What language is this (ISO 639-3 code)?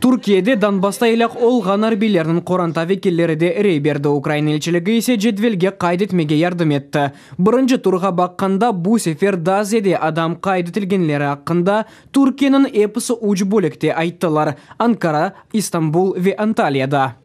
crh